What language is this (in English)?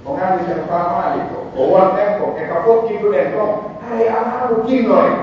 Pular